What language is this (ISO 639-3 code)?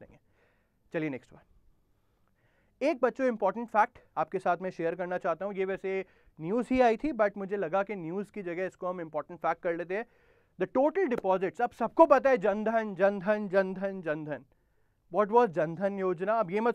hin